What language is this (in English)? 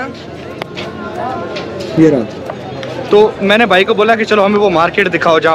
Hindi